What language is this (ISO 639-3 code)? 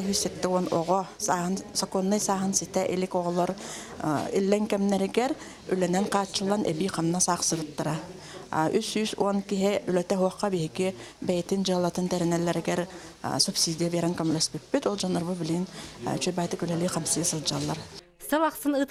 sah